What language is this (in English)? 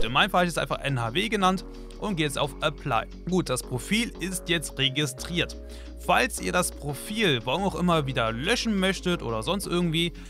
German